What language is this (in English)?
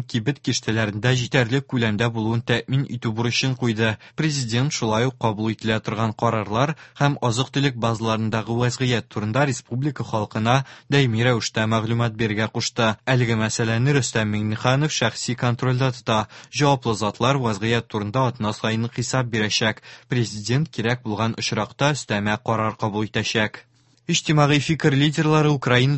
Tatar